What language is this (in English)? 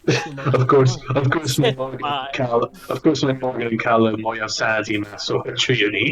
Welsh